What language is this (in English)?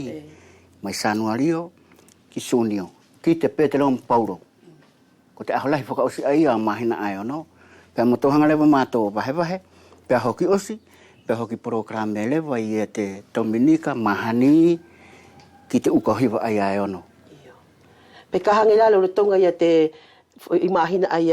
Wallisian